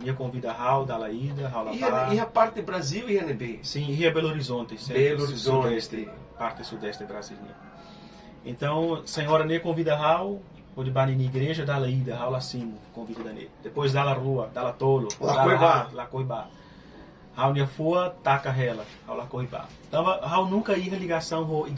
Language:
Tetum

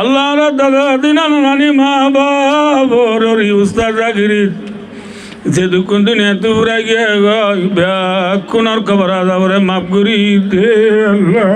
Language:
Rohingya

